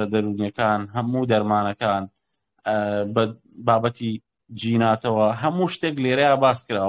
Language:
Central Kurdish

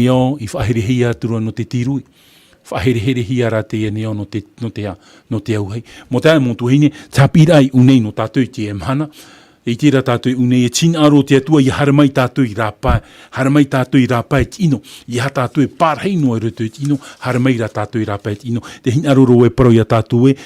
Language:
Tahitian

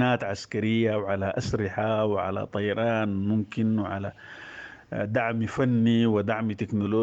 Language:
Sudanese Arabic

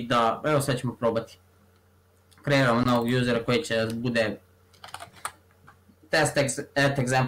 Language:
Serbian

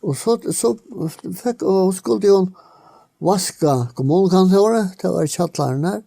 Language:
Faroese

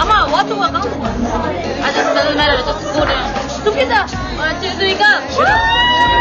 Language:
Tibetan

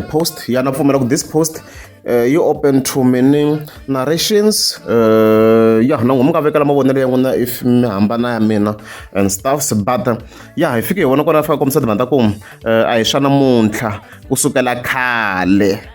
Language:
Tsonga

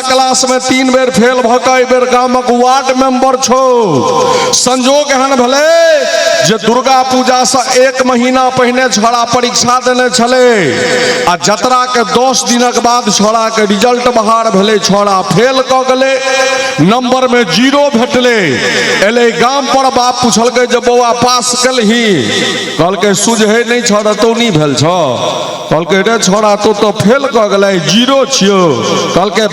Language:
Maithili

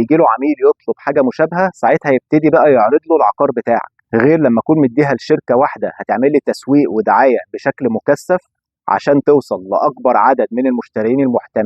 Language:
Egyptian Arabic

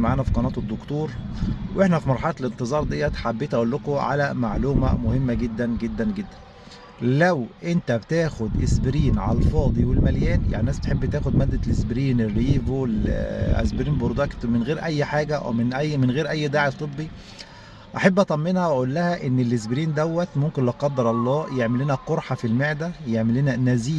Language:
Egyptian Arabic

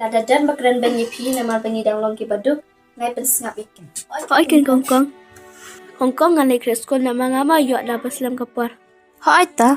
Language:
Khasi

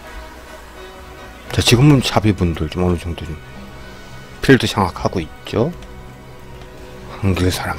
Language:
Korean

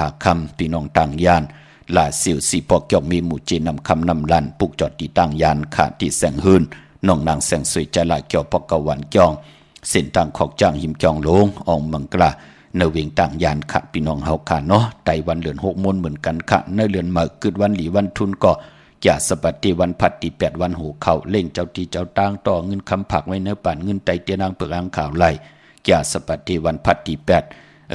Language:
Shan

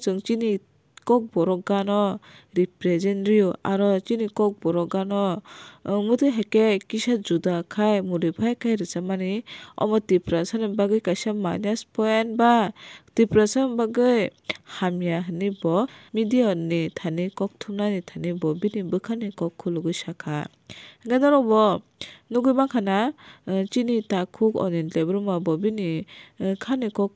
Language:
Kok Borok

